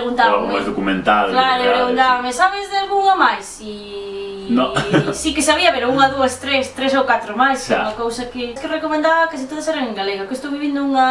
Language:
Galician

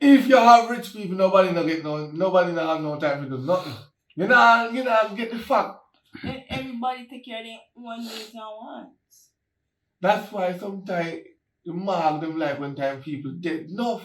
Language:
Jamaican Creole English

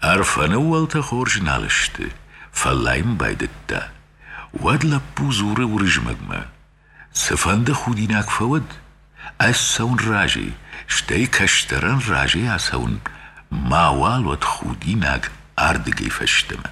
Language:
Ossetic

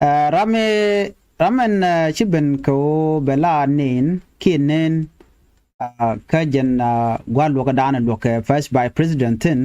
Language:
Nuer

